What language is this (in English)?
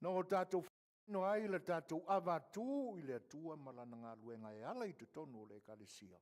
Samoan